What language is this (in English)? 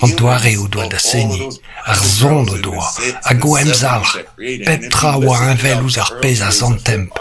Breton